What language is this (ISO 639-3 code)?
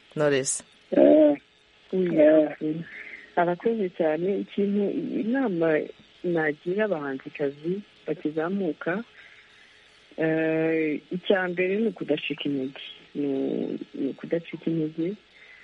kin